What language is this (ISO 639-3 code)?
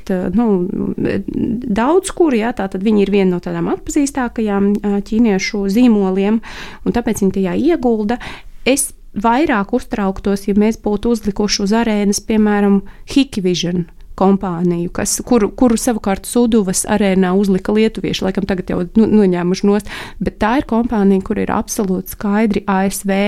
lav